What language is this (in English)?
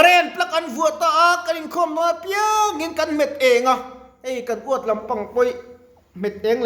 Mizo